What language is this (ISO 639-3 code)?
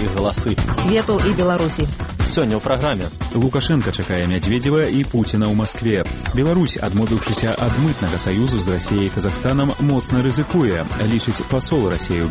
bel